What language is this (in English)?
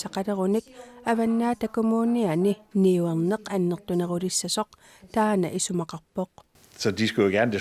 Kalaallisut